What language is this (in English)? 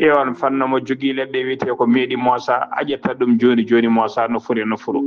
Fula